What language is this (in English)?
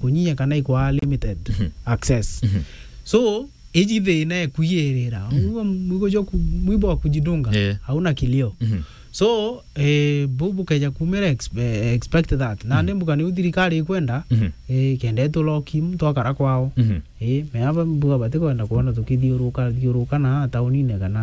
Meru